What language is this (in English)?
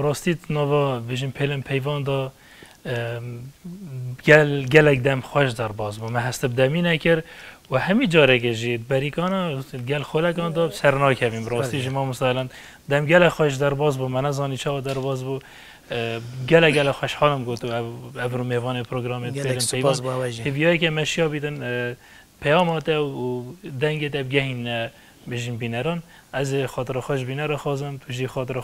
Kurdish